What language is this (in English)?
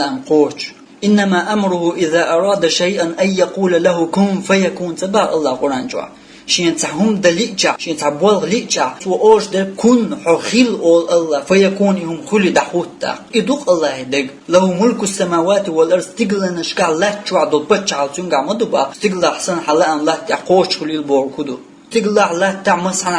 Chechen